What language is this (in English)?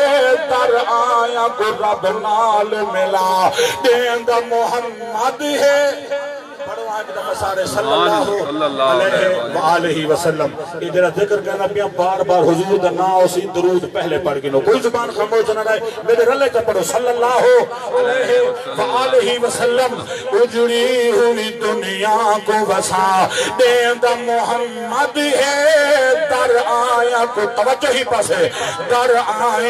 Saraiki